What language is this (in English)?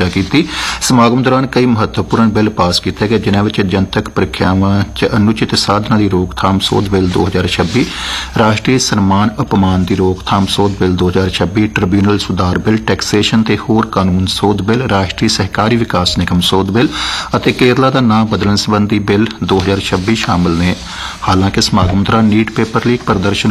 Punjabi